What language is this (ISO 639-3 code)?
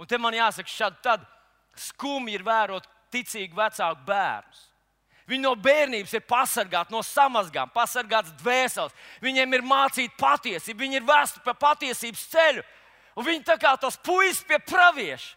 lav